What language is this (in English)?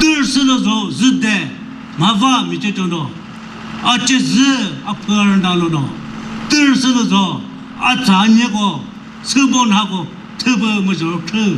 Chokri Naga